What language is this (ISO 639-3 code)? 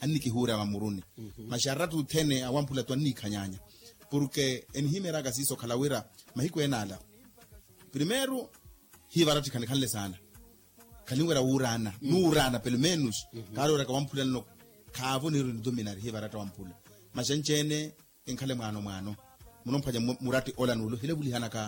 vmw